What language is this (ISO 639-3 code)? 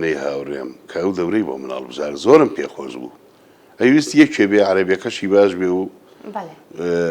ckb